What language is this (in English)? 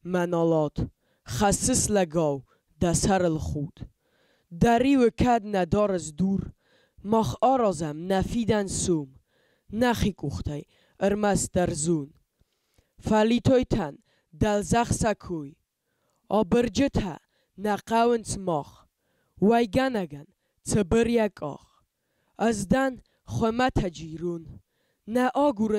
Ossetic